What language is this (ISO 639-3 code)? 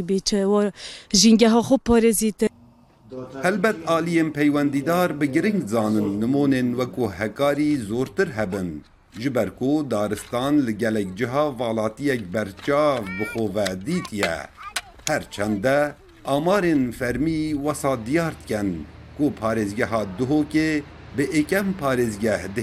kur